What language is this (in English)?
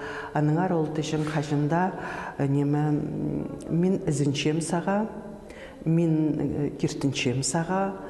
Khakas